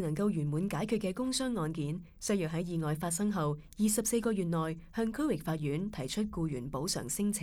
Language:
Cantonese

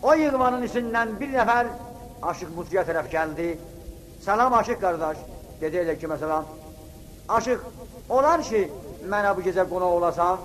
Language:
South Azerbaijani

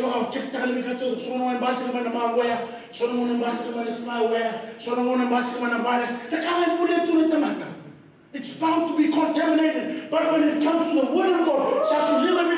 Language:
Fijian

